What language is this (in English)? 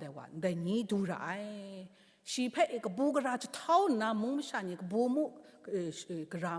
Kachin